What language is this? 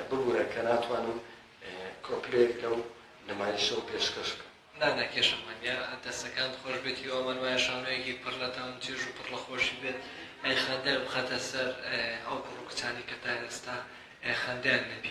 Central Kurdish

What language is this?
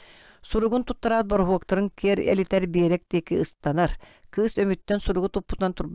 Yakut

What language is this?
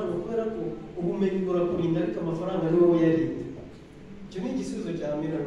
Kinyarwanda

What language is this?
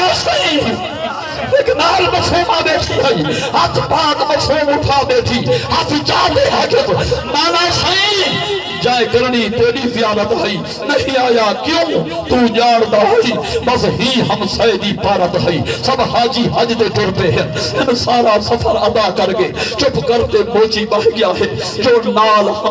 Saraiki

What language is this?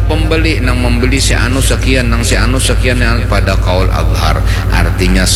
Banjar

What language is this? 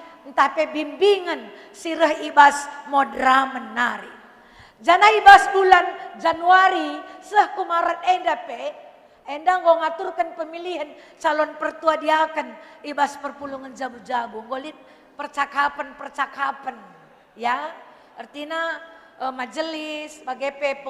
Batak Karo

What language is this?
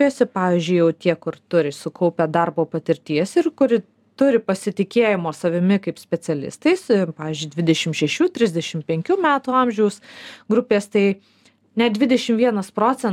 Lithuanian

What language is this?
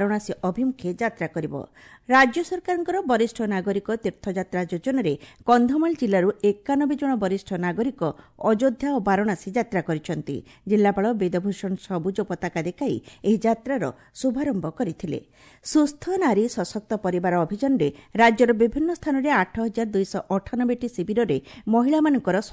Odia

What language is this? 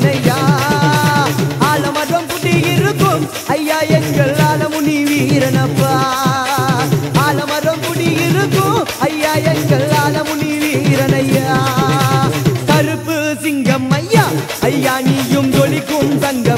Tamil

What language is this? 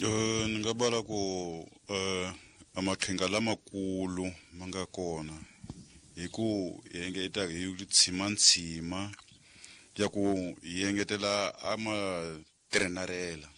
Tsonga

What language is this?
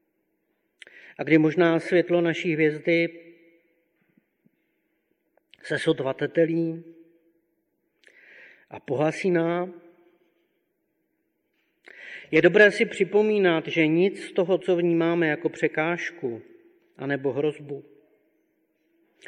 Czech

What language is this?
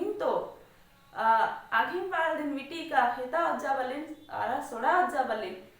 Kurukh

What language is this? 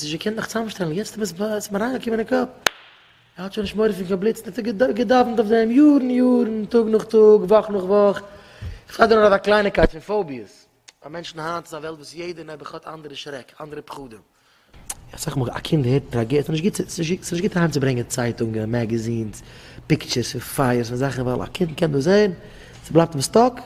Yiddish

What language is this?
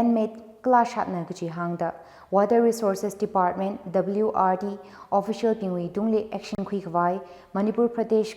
Tangkhul Naga (India)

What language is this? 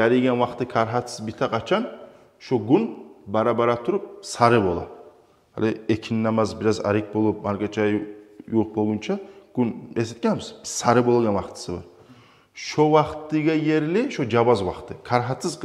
Kumyk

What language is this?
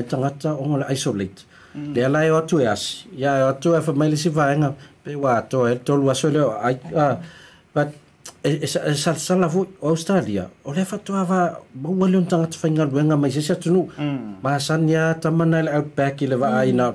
Samoan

